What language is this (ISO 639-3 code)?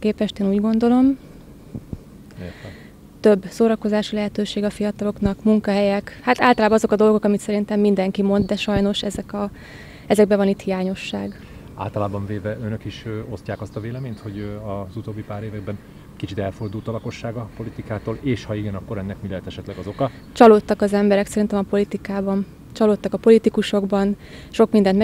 hun